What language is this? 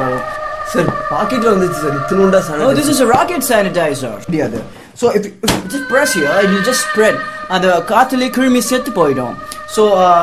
Tamil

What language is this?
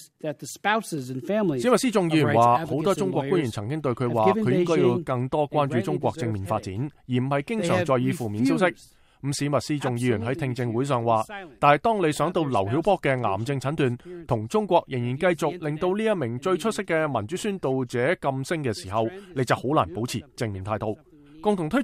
Cantonese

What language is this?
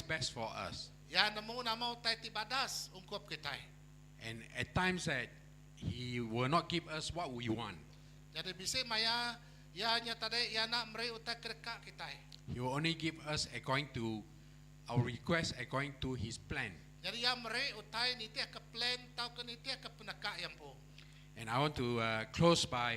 Iban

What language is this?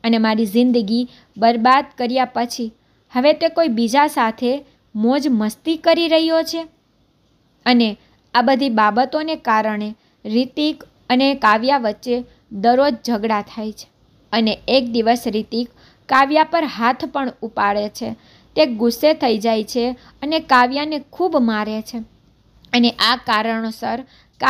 Gujarati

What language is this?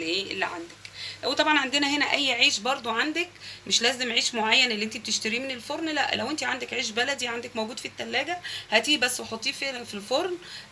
Egyptian Arabic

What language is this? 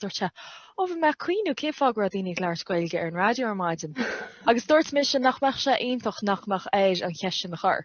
Irish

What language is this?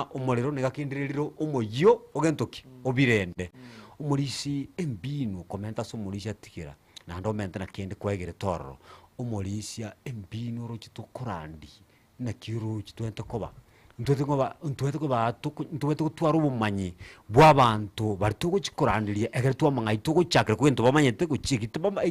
Gusii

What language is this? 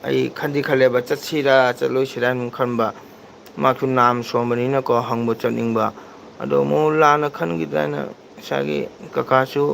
Manipuri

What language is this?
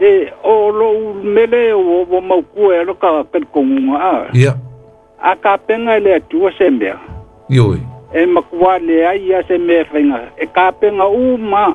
Samoan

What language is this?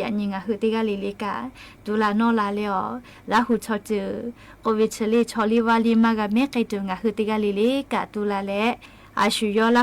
Lahu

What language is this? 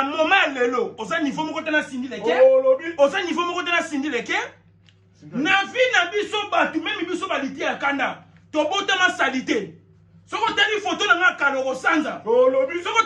Lingala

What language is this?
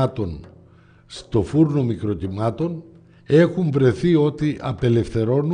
Greek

